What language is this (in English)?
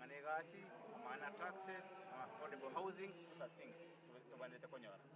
Gusii